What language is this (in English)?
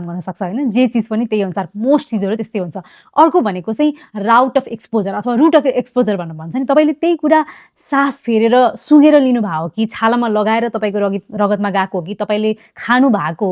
Nepali